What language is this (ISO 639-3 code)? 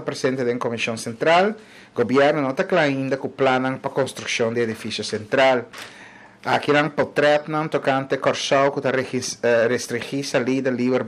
pap